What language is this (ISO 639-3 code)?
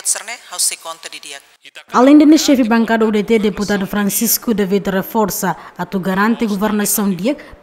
tet